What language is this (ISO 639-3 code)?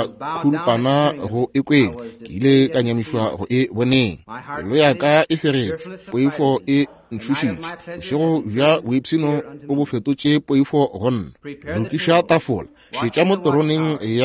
nso